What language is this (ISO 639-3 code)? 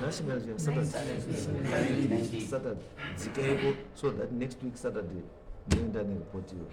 sna